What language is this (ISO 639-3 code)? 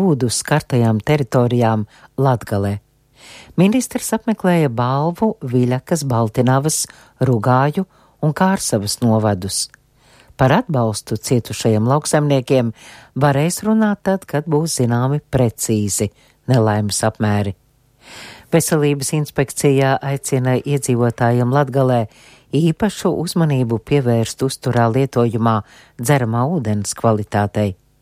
lav